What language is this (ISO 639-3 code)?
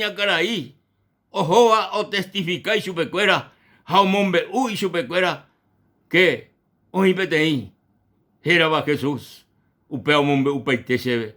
grn